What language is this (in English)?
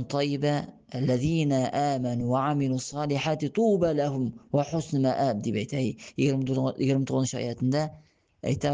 Tatar